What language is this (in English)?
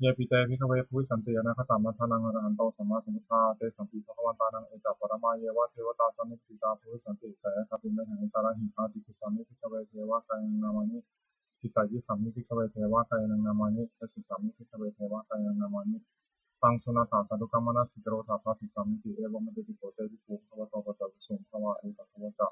Pali